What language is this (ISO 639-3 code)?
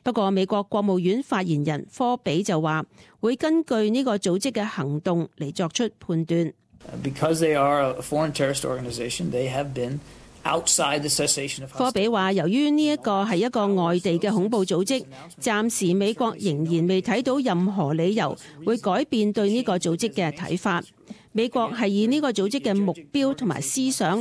yue